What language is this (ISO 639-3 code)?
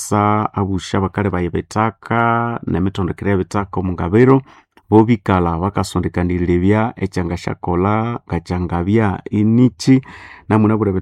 nnb